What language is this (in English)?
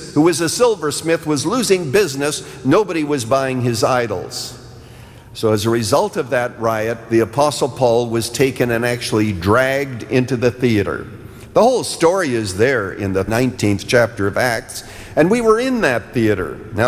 English